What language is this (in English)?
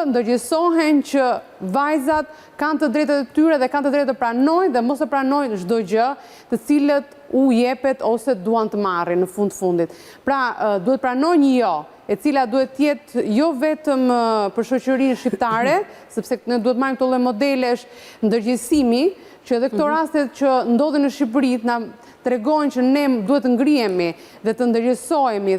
Albanian